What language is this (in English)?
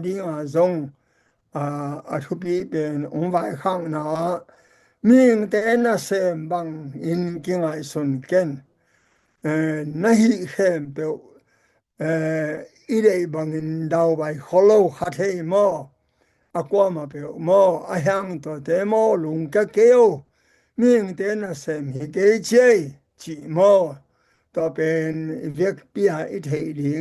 Tedim Chin